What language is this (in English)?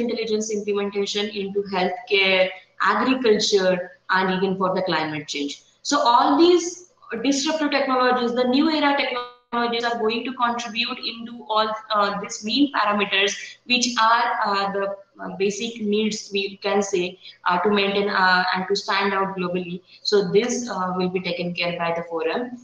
English